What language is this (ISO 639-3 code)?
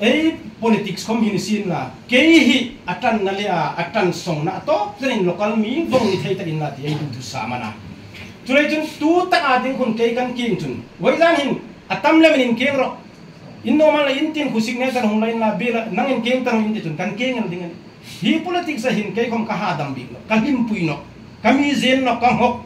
hmr